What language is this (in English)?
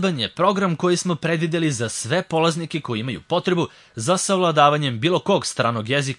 Serbian